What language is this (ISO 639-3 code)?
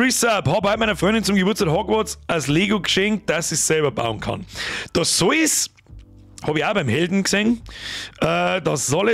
bar